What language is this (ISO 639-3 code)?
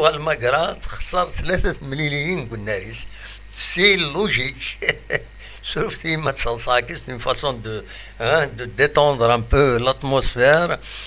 kab